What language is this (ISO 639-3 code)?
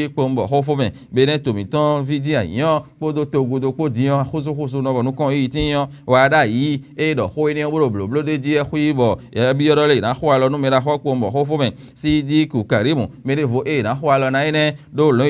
fon